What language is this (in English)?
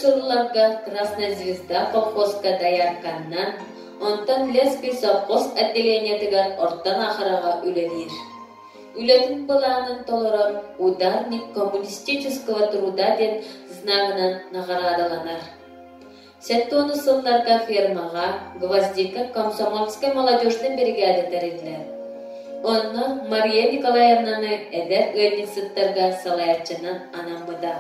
Yakut